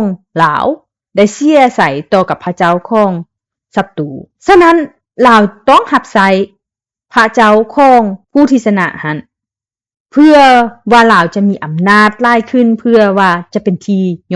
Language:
Lao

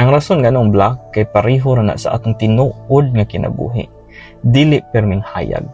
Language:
Cebuano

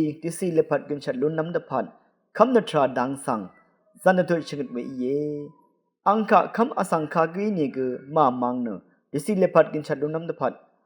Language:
Rawang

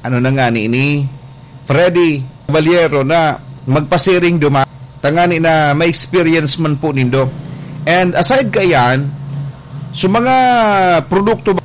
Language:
Bikol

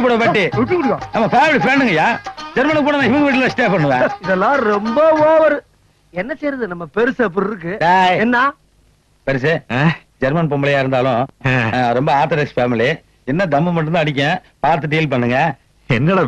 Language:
Tamil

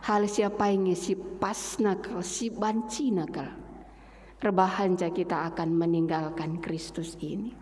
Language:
Batak Karo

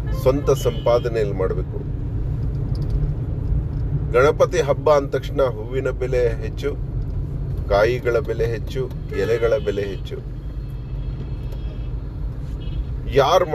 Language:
Kannada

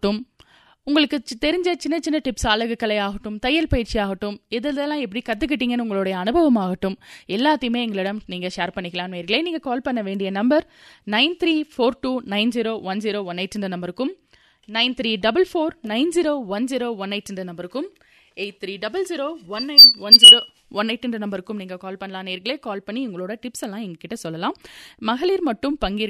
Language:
Tamil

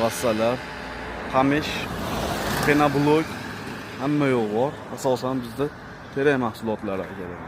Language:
Uzbek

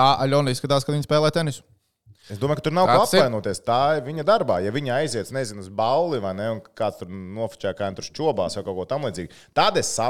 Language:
Latvian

